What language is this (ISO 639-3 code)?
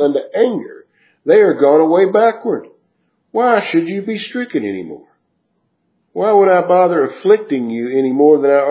eng